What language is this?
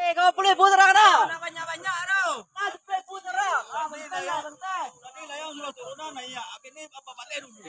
Minangkabau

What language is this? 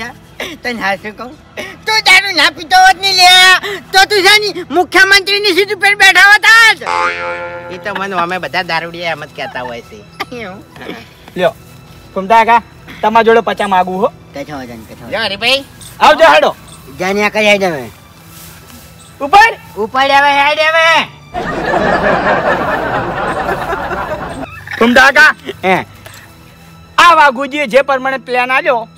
Gujarati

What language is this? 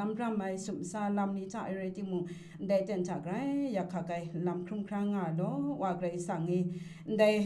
Kachin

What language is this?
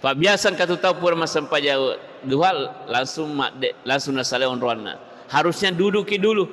Buginese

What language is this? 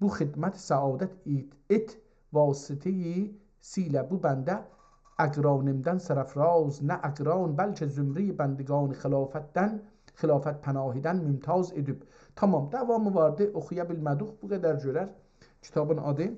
South Azerbaijani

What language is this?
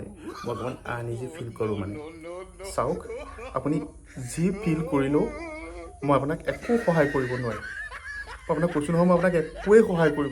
Assamese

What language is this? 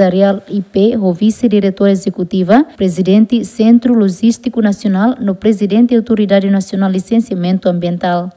Tetum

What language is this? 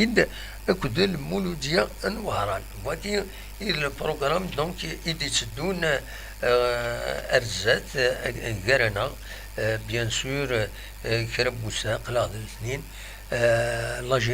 Kabyle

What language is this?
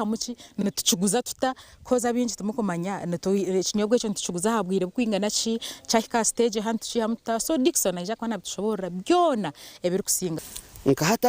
Nyankole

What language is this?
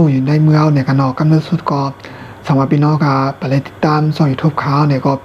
Shan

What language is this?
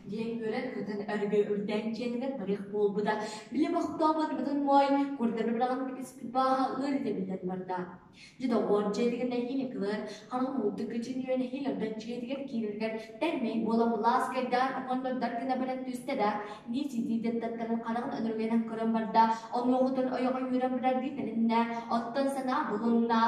Yakut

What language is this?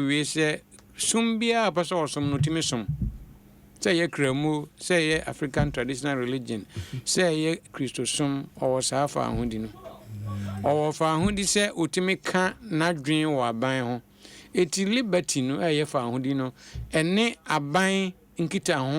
Akan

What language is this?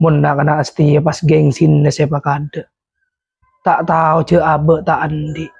Madurese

